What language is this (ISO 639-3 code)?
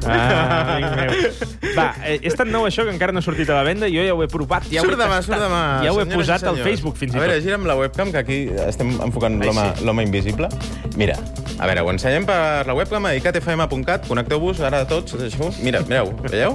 cat